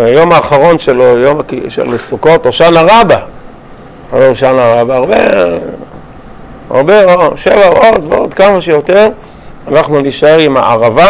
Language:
Hebrew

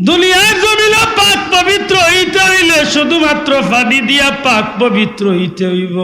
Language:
Sylheti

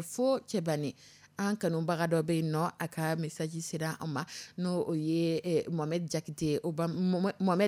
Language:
Dyula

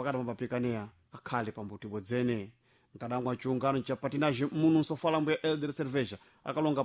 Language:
Sena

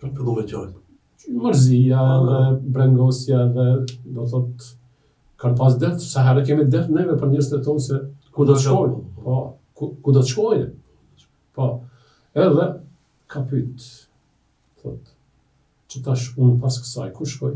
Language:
Albanian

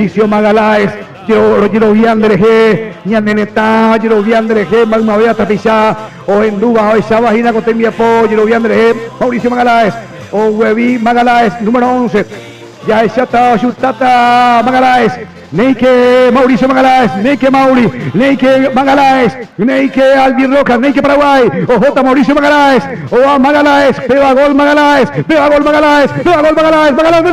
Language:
Guarani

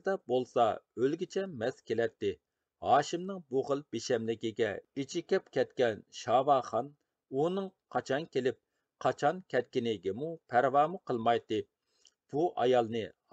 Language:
Uyghur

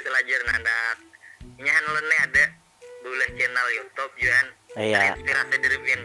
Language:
Banjar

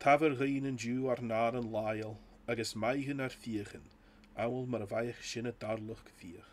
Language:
Scottish Gaelic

